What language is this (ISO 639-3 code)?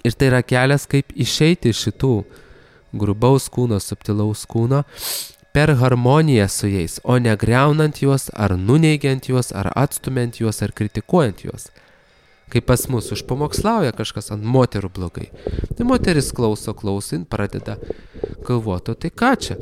lit